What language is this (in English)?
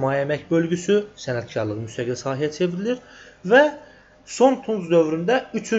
Azerbaijani